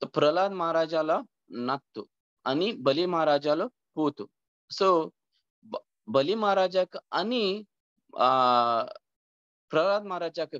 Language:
Konkani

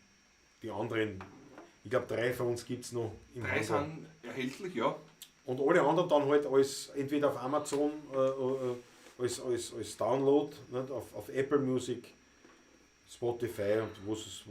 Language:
Bavarian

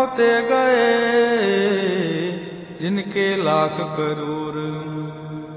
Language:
Punjabi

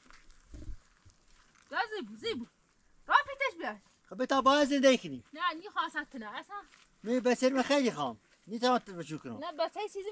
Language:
Persian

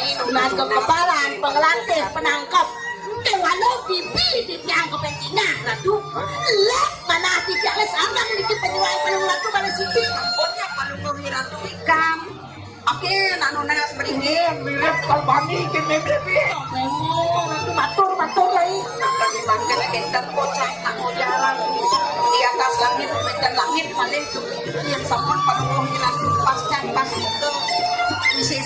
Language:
Balinese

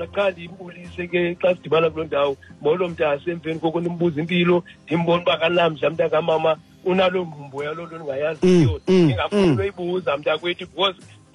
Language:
Xhosa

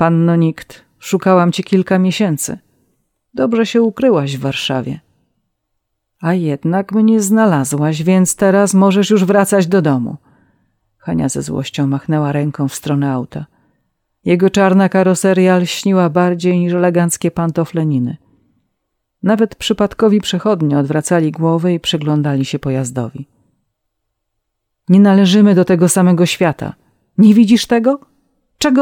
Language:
Polish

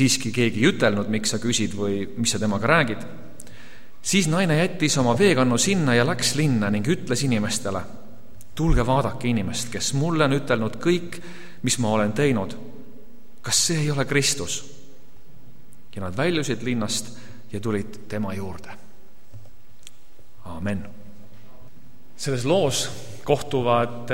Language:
Estonian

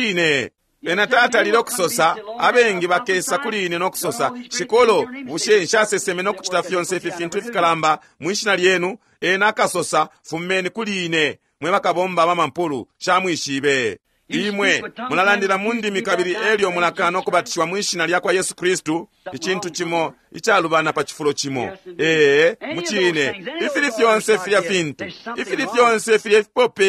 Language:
Bemba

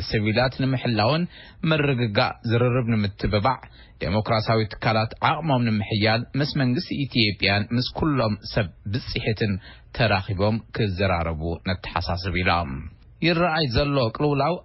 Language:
Tigrinya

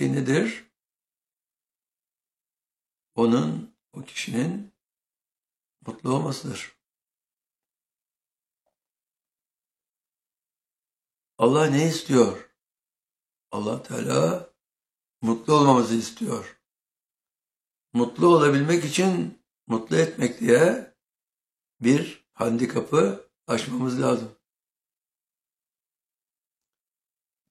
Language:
Turkish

